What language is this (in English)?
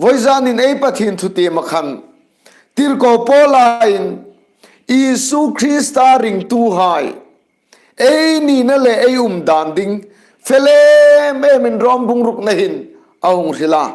Hmar